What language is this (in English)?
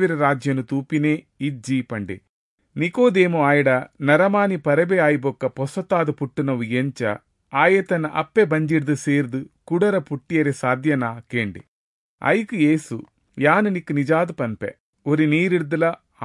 Tulu